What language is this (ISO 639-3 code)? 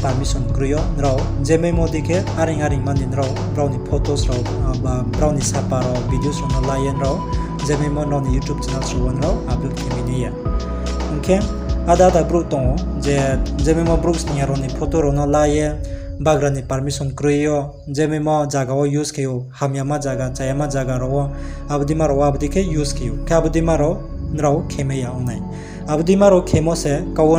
ria